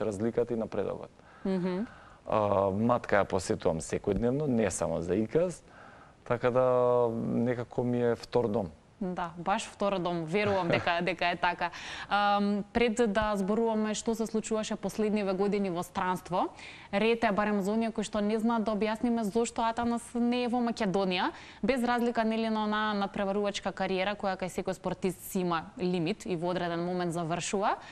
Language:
Macedonian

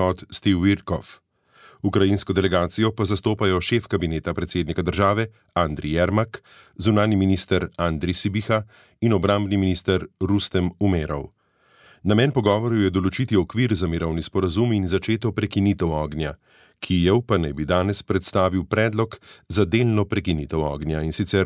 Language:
Slovenian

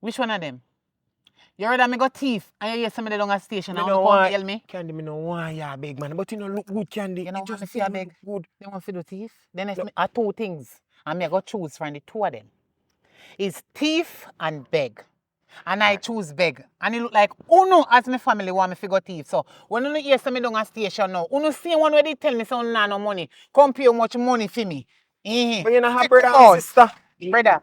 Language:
Jamaican Creole English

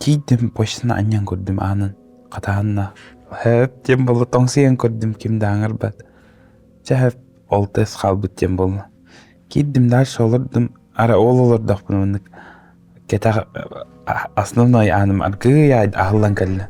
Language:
Yakut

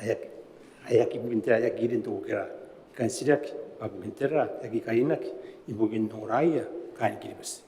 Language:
Gilbertese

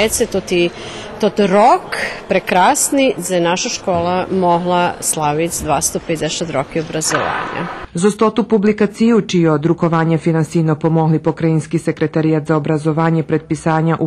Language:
Rusyn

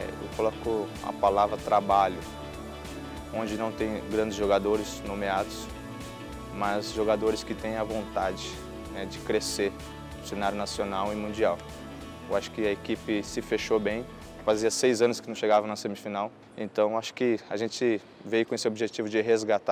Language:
Portuguese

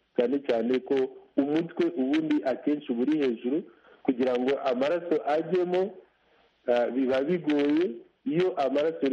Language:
Kinyarwanda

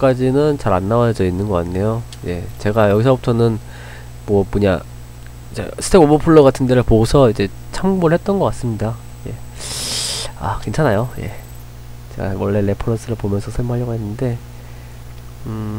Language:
Korean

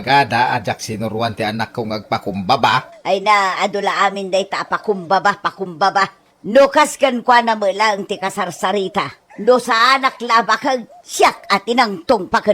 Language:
Iloko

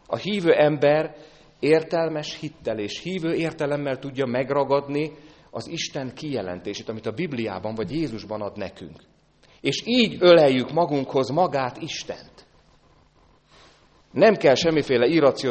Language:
Hungarian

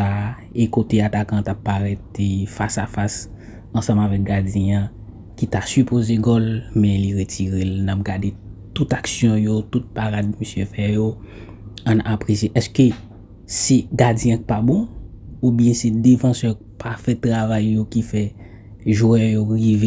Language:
Haitian Creole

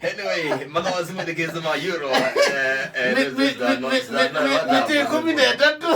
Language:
Kamba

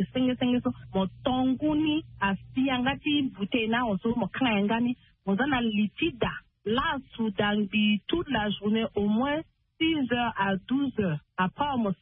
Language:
Sango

